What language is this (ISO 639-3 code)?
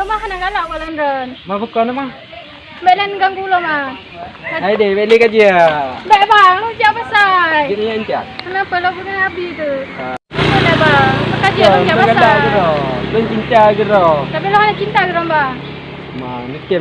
ace